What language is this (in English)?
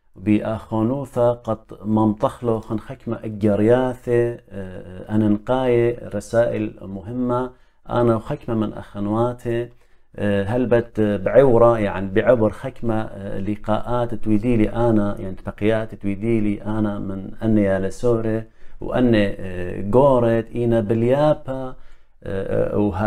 Assyrian Neo-Aramaic